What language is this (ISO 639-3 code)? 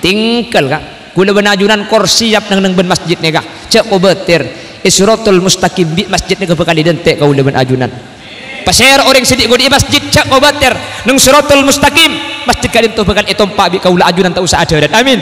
mad